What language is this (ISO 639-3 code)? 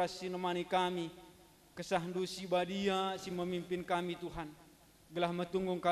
btx